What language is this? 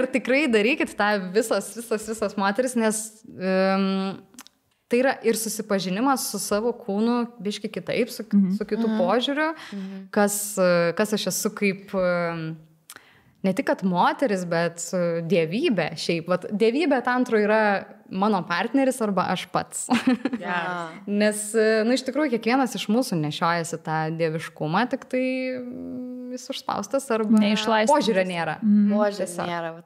Lithuanian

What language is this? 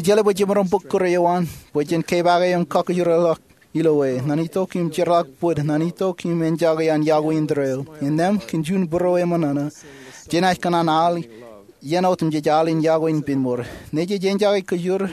Marshallese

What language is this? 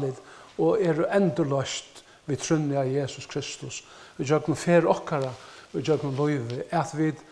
Faroese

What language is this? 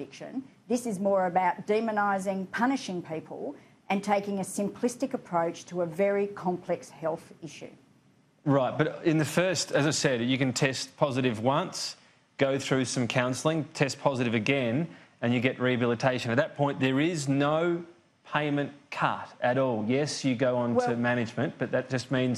English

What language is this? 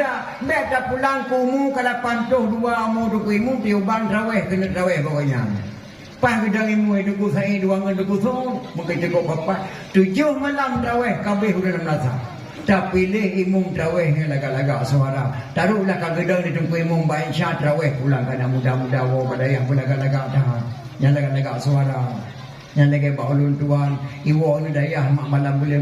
Achinese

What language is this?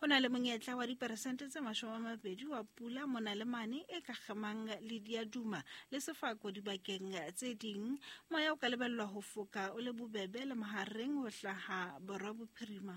Southern Sotho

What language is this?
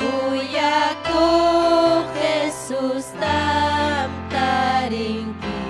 Ayacucho Quechua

